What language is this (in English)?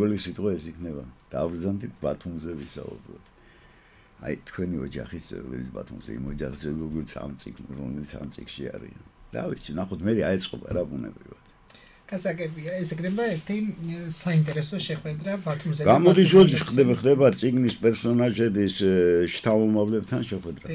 Georgian